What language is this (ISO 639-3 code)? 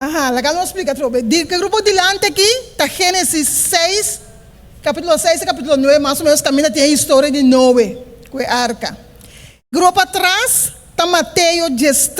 pap